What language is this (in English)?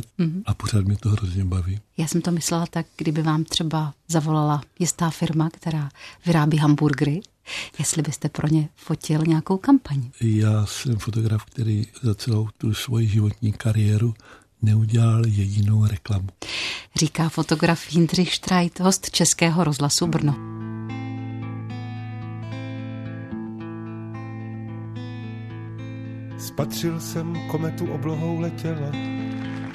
Czech